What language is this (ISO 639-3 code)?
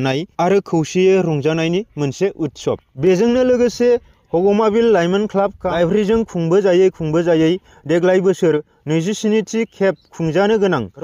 brx